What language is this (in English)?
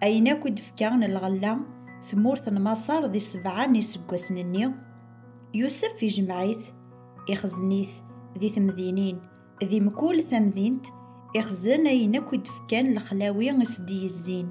Kabyle